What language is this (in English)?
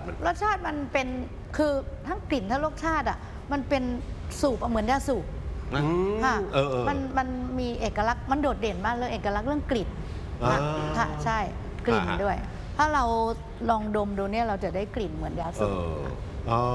Thai